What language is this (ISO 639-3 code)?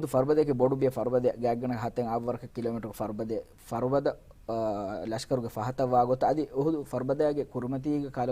div